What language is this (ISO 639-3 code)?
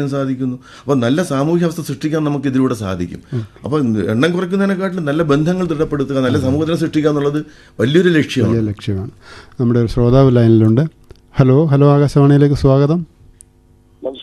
mal